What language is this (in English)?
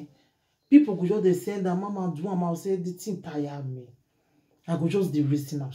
Nigerian Pidgin